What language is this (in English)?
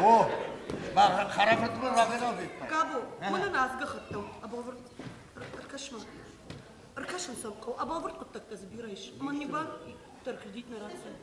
Ossetic